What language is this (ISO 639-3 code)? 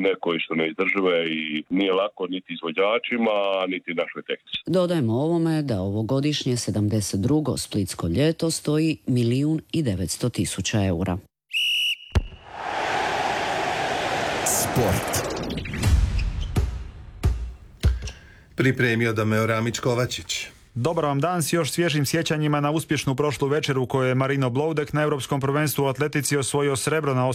hrv